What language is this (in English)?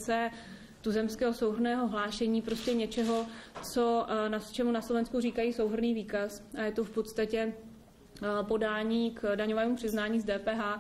Czech